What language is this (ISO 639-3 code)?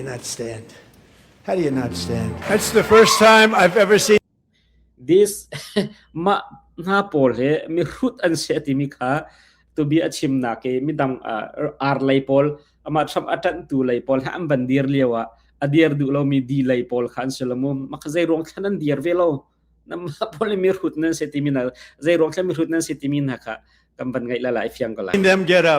cnh